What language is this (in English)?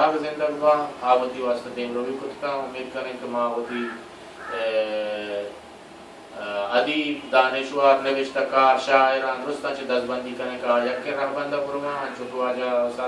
Baluchi